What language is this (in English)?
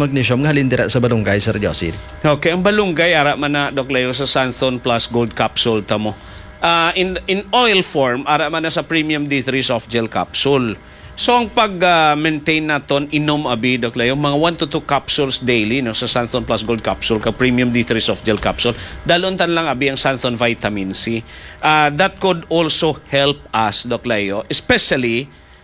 Hiligaynon